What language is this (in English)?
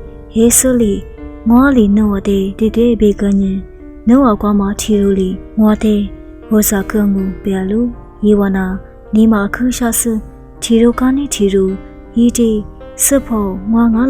Lisu